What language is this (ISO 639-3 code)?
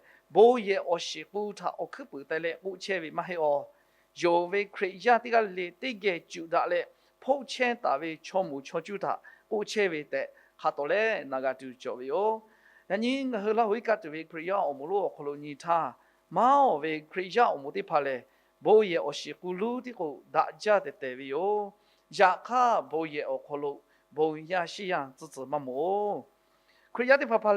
lhu